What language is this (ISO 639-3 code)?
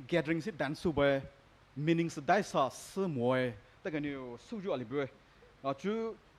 pmx